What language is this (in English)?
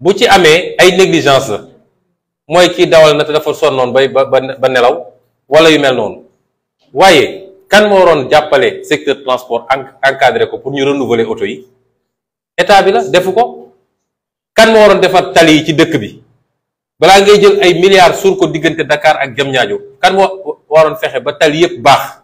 Wolof